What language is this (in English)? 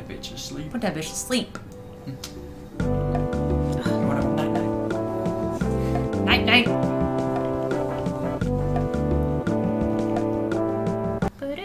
English